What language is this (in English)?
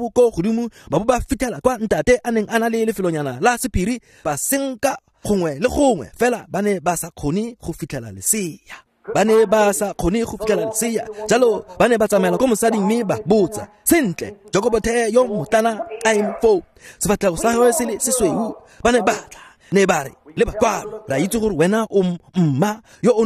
Tswana